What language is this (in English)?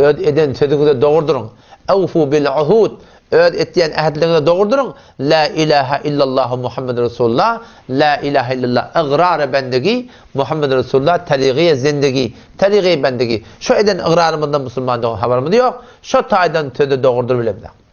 Turkmen